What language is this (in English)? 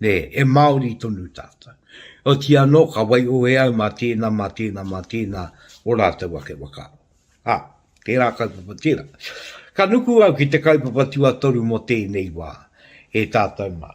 Māori